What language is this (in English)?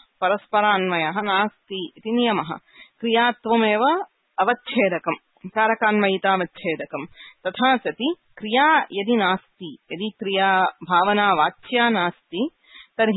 Sanskrit